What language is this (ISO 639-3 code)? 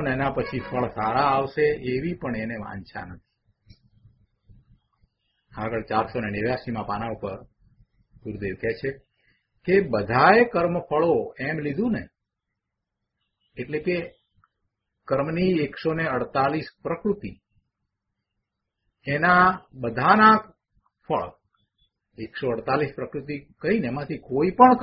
guj